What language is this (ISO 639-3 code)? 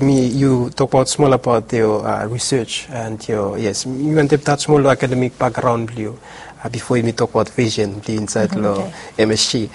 bis